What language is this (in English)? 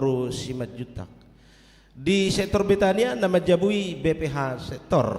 Batak Toba